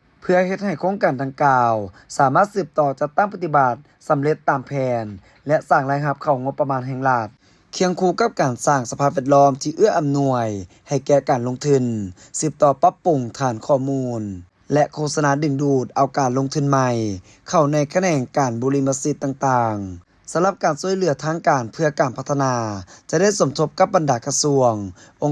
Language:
Lao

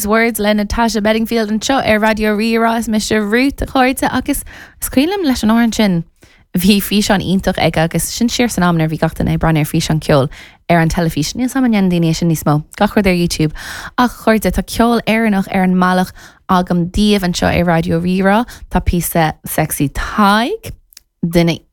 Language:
Irish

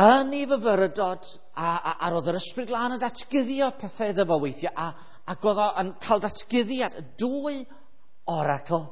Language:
Welsh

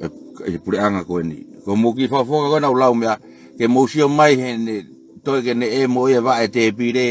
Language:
Tongan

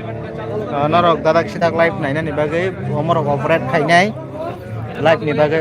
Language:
Kok Borok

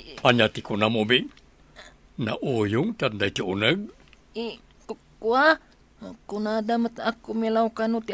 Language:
Iloko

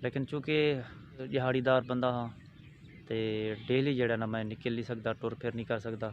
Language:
Saraiki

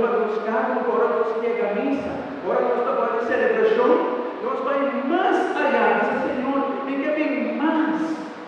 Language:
Papiamento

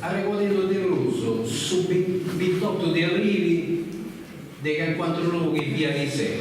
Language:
Sardinian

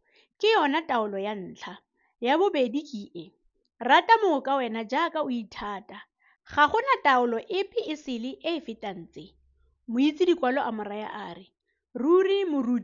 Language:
Tswana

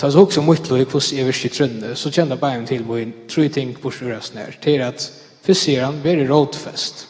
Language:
Faroese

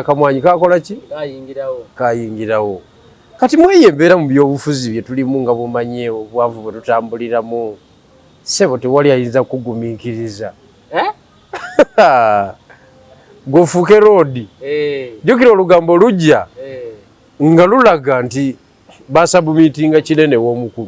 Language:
Ganda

